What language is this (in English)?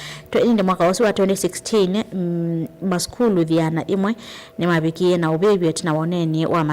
Kamba